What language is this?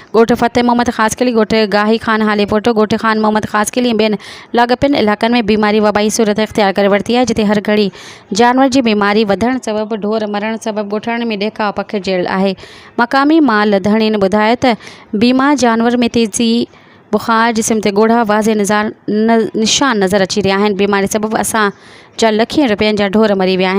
Sindhi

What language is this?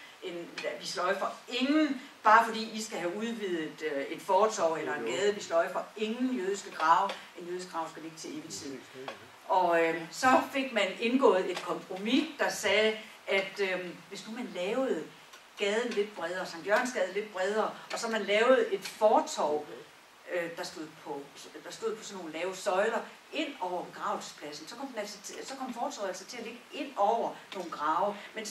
Danish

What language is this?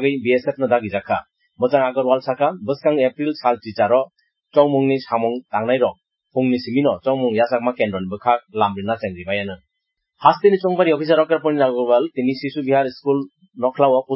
Kok Borok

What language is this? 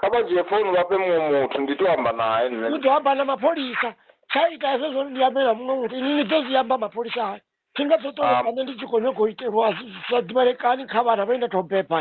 Venda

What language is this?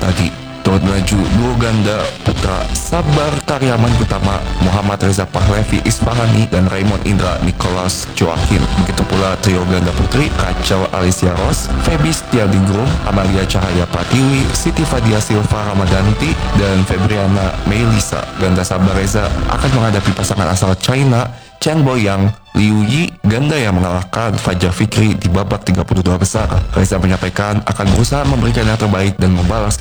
Indonesian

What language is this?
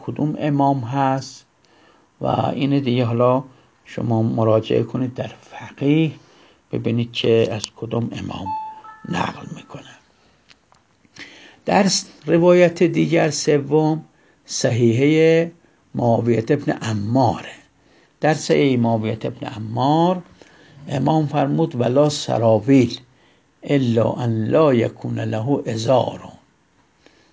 Persian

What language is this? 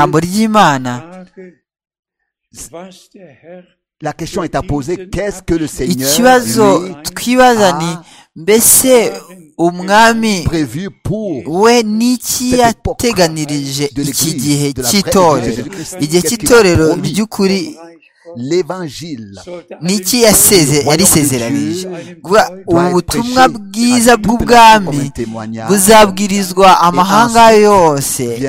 Kinyarwanda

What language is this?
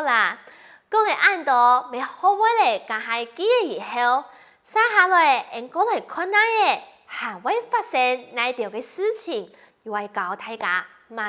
Hakka Chinese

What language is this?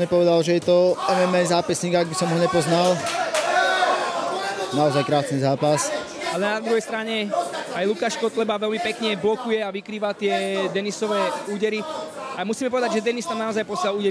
Slovak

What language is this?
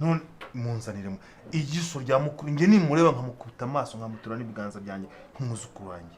Kinyarwanda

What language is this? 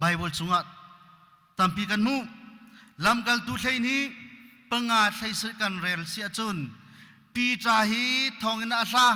Hakha Chin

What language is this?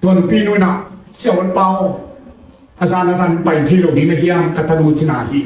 Tedim Chin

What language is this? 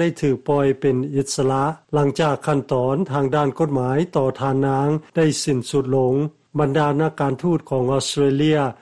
Lao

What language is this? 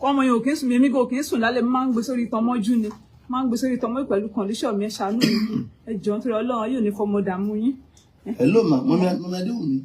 Yoruba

